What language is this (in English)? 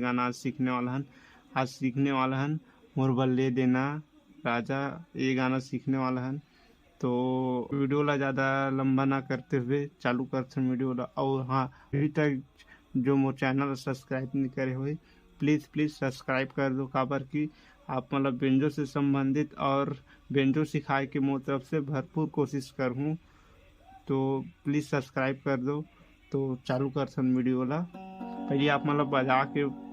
Chhattisgarhi